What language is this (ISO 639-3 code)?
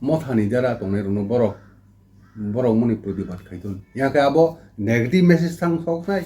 trp